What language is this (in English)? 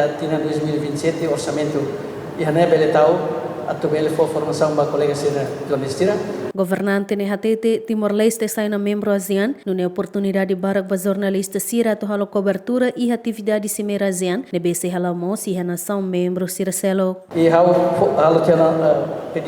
Tetum